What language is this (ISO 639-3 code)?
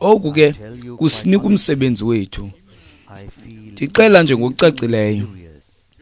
xho